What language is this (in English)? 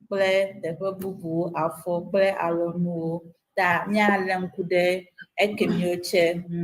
Ewe